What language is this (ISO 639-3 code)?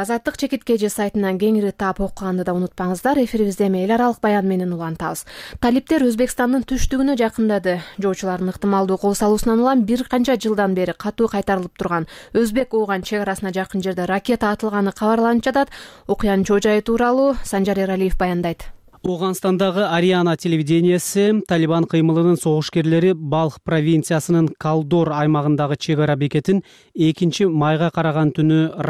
kir